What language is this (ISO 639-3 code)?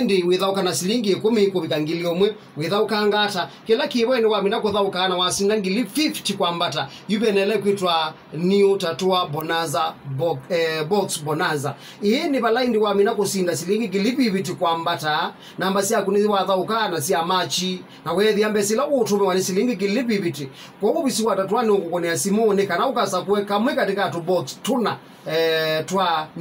kam